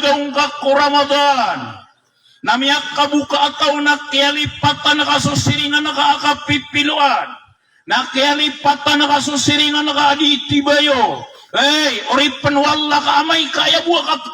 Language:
Maranao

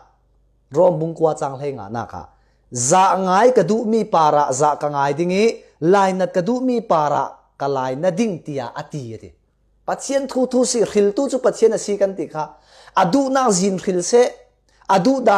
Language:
Falam Chin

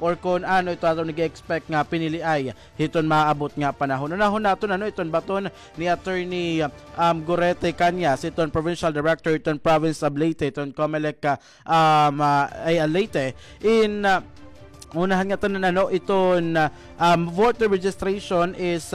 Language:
Waray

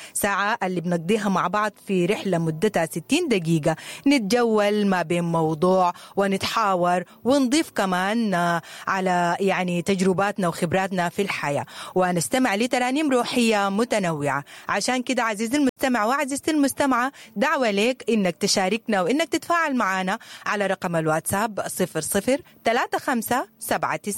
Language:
Sudanese Arabic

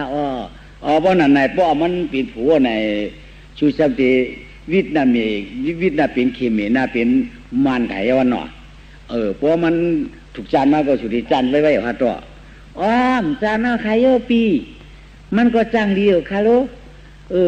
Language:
Shan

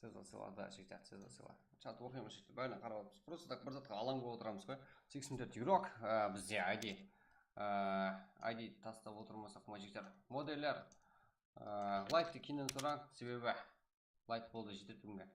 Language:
Kara-Kalpak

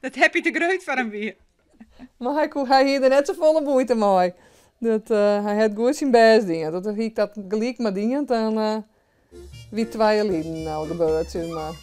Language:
Western Frisian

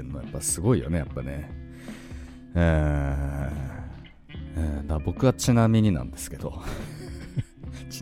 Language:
Japanese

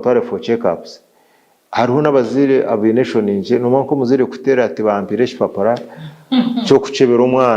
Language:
Nyankole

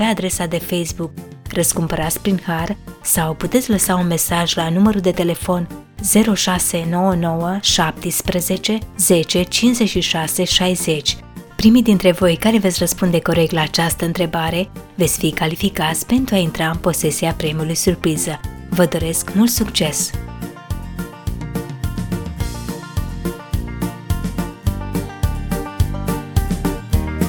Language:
Romanian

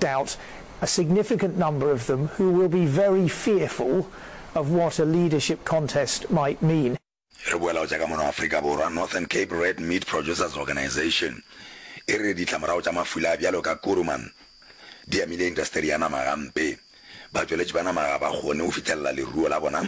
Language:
Northern Sotho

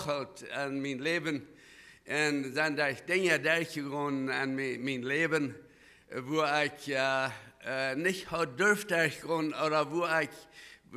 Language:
Plautdietsch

